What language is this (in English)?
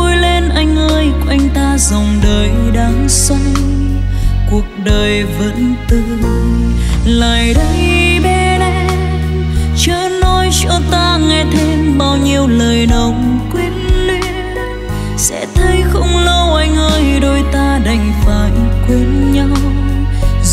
Vietnamese